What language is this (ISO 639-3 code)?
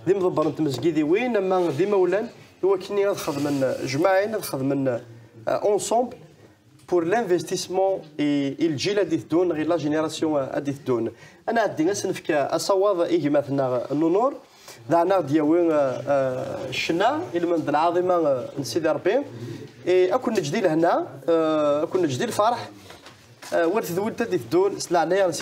kab